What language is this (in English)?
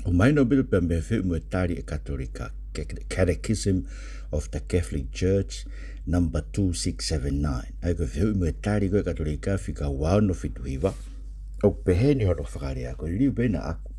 Tongan